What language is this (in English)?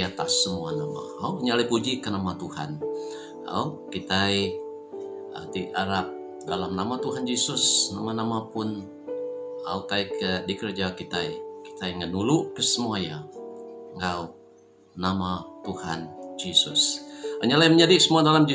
Iban